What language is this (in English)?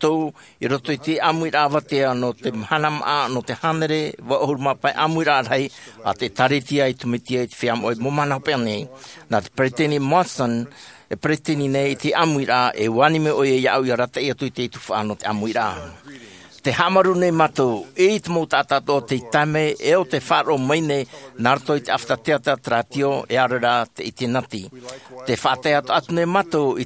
Tahitian